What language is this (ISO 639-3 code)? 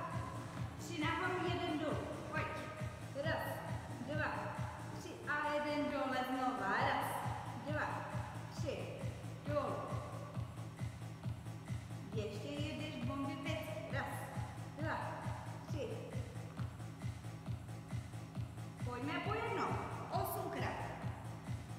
ces